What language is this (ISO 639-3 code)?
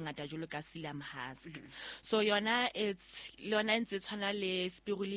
sot